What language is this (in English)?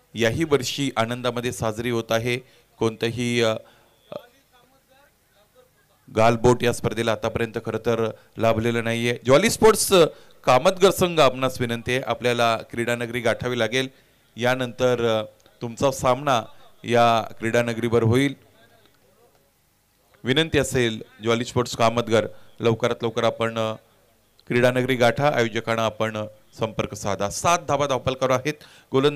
Marathi